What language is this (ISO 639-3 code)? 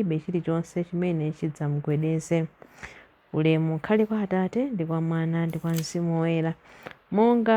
nya